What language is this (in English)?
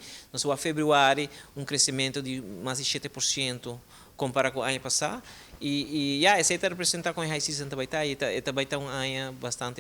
Papiamento